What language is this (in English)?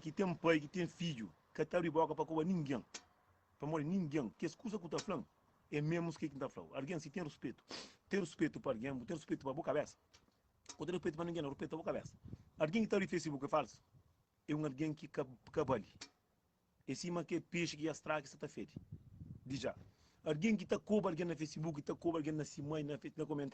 Kabuverdianu